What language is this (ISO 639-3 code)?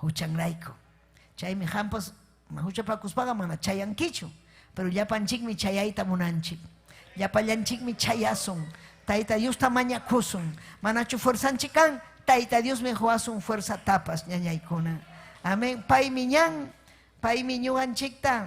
quy